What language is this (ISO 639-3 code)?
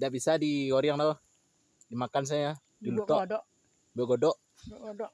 min